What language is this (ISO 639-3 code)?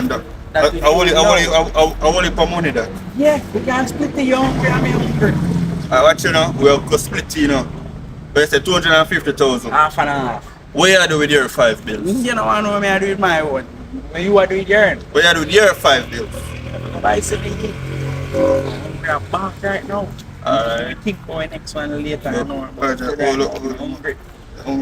jam